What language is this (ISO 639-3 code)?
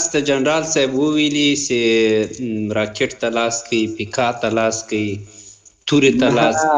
pus